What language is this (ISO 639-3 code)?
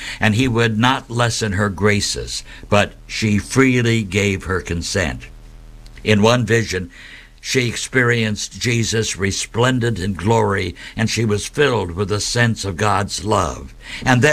eng